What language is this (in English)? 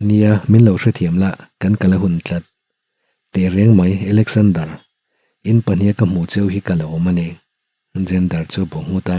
Mizo